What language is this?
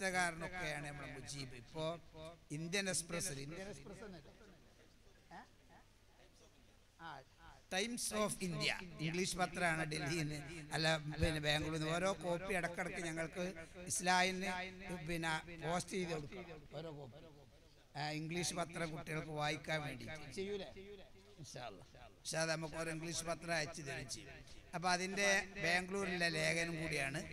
Malayalam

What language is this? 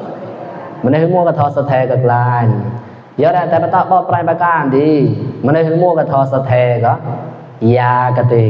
Mon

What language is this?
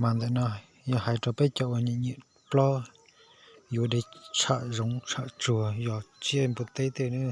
Hmong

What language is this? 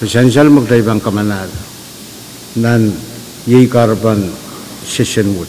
Pohnpeian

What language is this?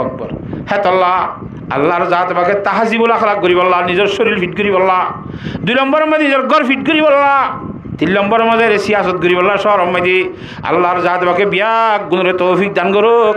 Rohingya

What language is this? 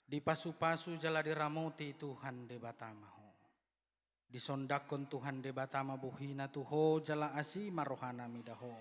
Batak Toba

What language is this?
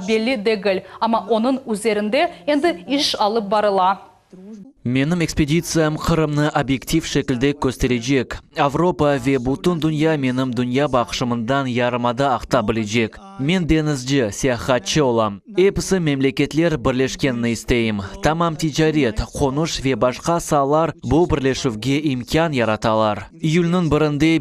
Crimean Tatar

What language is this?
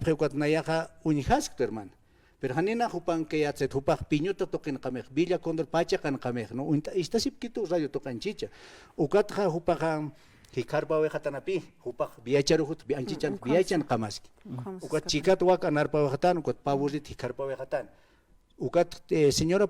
Aymara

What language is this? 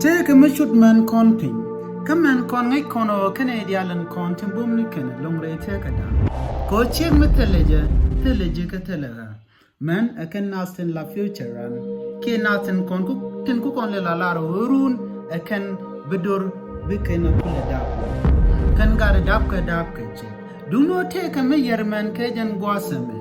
Nuer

